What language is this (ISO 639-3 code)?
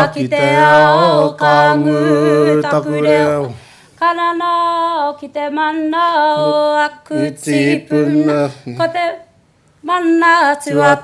mri